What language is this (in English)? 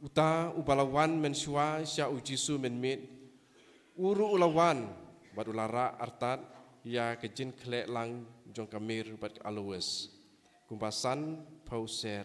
Khasi